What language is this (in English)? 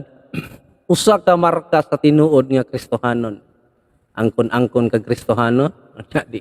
Cebuano